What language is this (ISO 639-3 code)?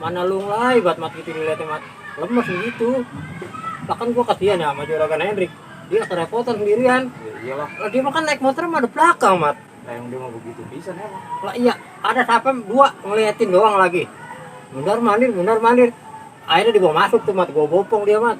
bew